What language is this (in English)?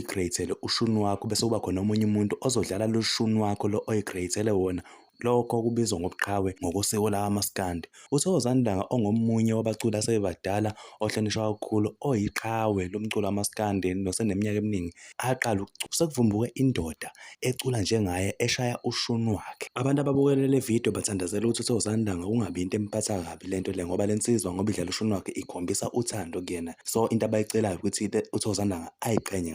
Zulu